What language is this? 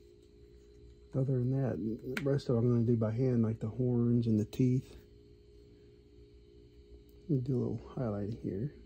English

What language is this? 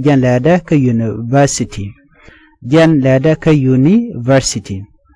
Nuer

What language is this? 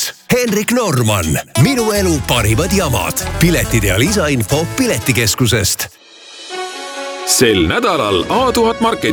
Estonian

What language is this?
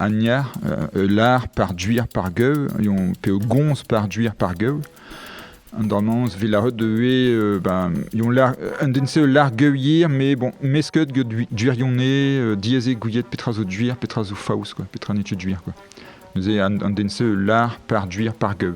Breton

